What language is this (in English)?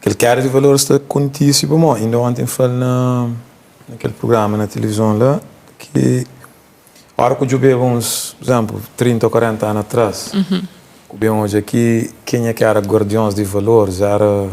Kabuverdianu